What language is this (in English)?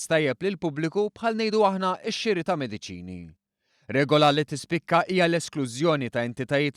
Maltese